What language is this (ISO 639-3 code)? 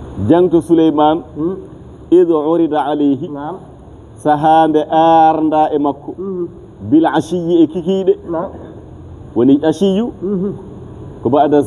ful